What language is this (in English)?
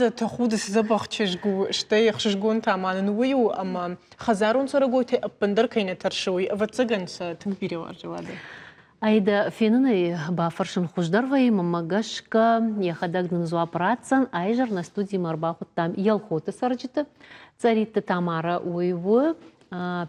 Ossetic